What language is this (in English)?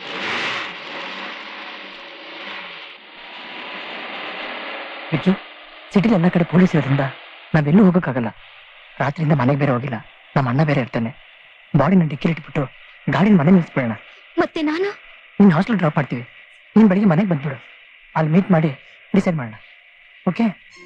Kannada